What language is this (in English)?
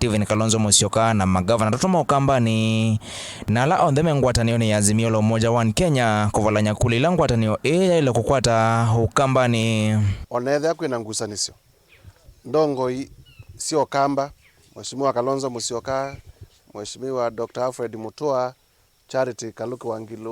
Kamba